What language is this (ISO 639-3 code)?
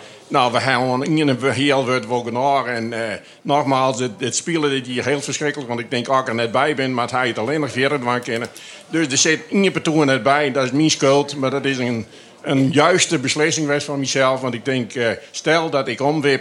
fry